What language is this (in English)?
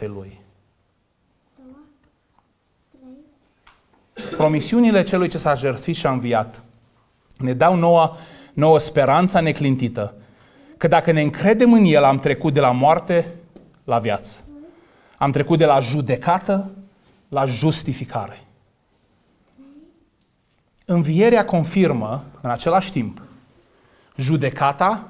Romanian